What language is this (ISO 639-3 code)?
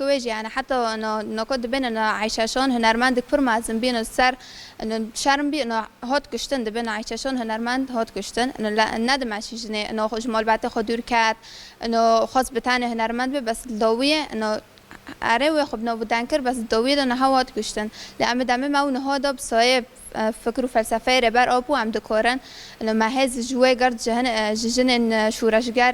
kur